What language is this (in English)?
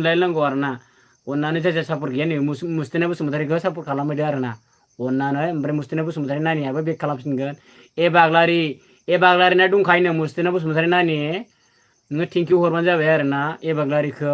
Bodo